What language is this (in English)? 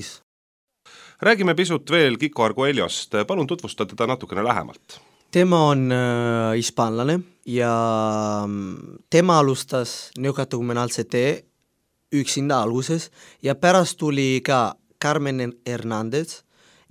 Estonian